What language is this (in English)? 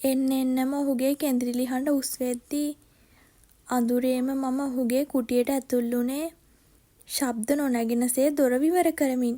Sinhala